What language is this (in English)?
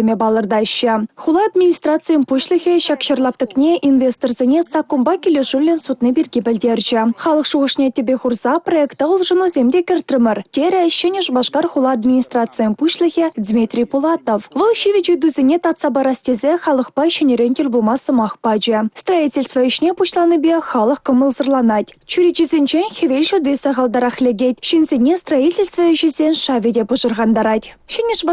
Chuvash